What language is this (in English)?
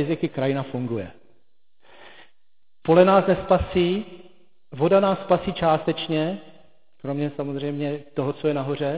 Czech